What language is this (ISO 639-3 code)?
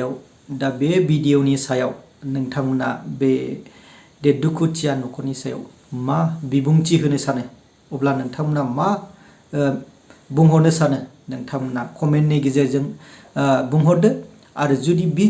brx